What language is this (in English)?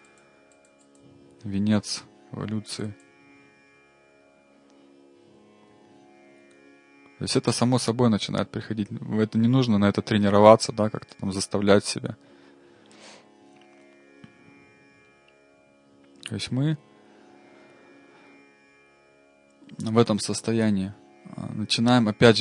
Russian